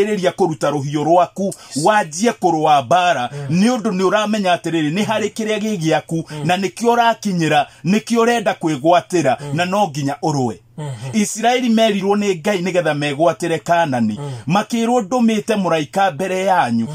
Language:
Kikuyu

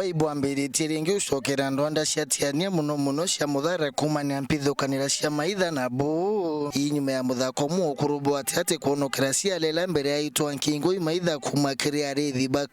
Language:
Meru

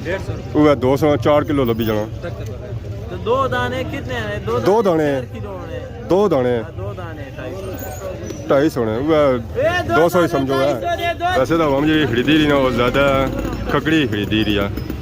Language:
Pahari-Potwari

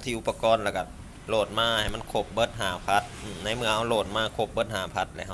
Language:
Lao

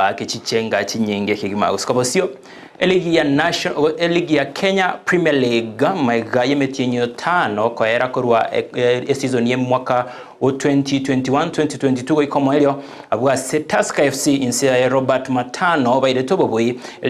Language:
Gusii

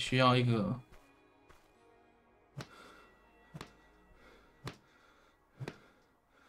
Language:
Chinese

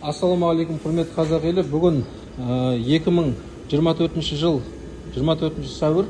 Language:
Kazakh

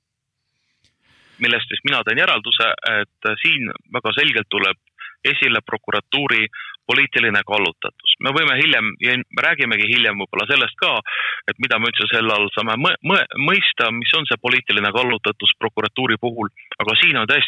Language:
Estonian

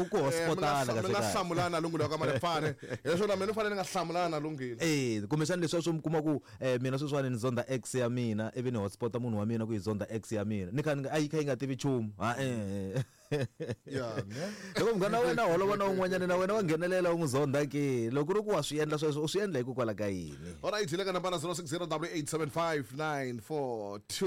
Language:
Tsonga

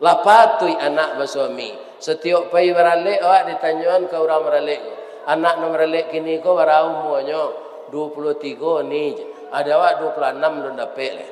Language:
Minangkabau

